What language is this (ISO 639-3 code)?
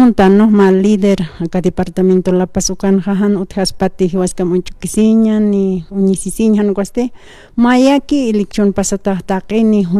aym